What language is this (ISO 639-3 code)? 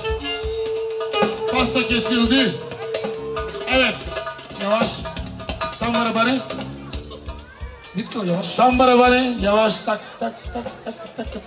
tur